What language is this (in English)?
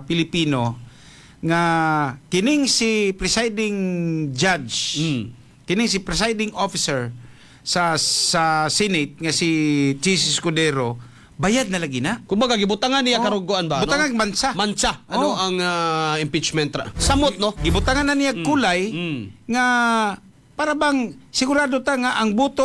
Cebuano